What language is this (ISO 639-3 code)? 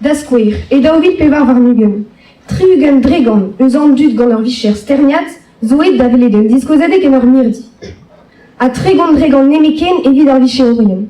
bre